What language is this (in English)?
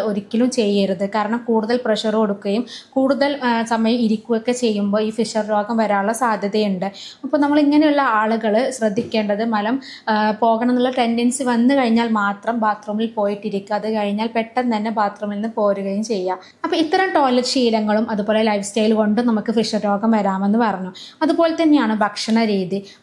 Malayalam